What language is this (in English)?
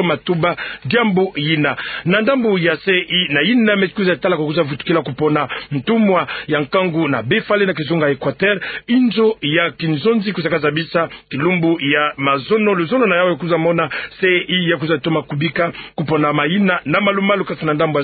Kituba (Democratic Republic of Congo)